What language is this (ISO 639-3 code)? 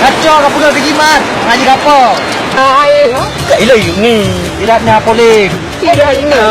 ace